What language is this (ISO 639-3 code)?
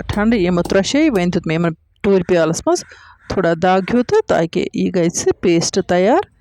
kas